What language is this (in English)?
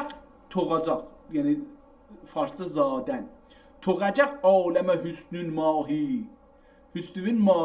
South Azerbaijani